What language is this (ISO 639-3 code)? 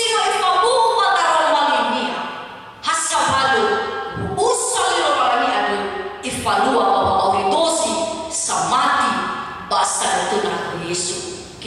nia